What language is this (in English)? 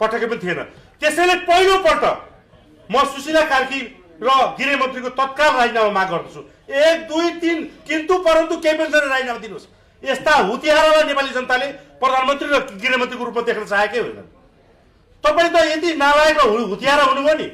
Nepali